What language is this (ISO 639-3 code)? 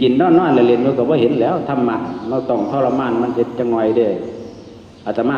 tts